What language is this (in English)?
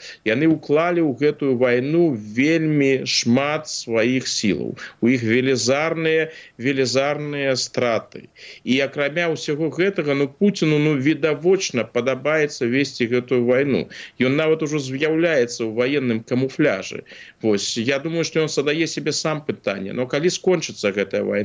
Belarusian